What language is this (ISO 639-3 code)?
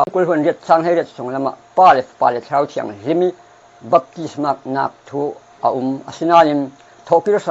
cfm